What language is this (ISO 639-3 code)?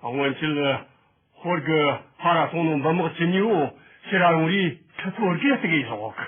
adx